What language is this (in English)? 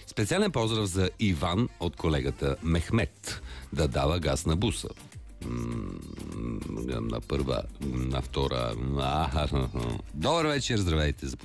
Bulgarian